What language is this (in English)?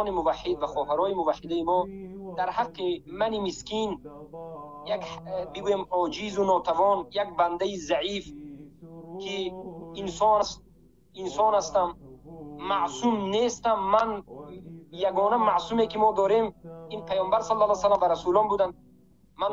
Tajik